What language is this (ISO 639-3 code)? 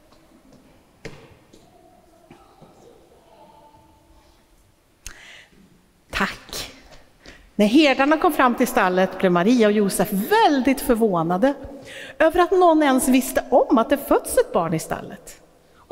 swe